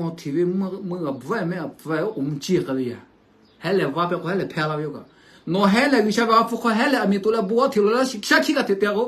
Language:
Lahu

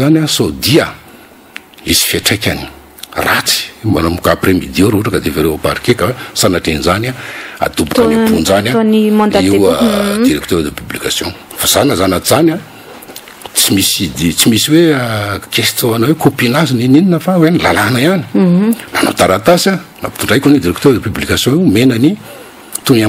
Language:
Malagasy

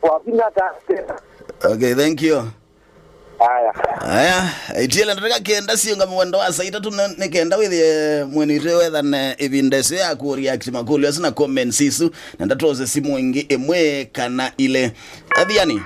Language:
Kamba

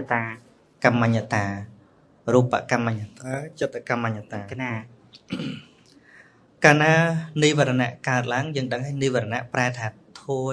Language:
Khmer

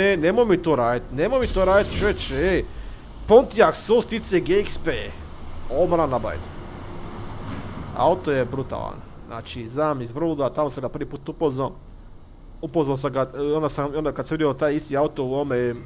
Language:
Croatian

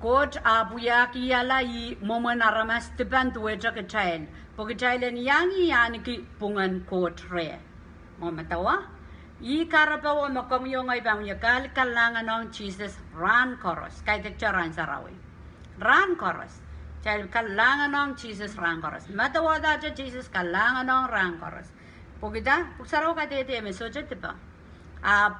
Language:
Pohnpeian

